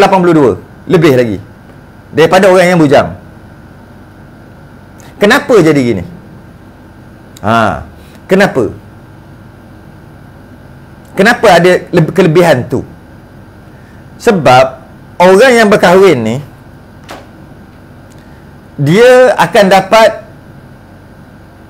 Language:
Malay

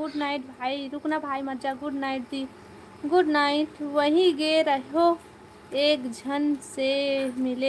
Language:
Chhattisgarhi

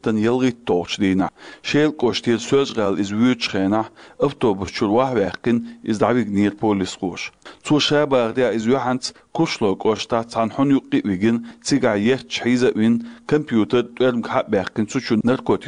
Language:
Chechen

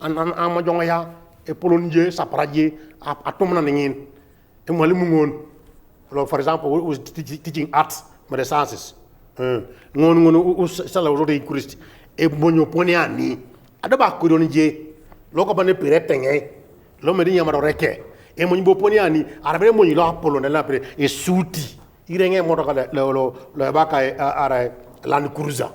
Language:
Teso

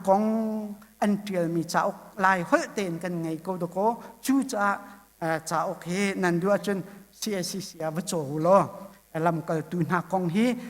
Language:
Hakha Chin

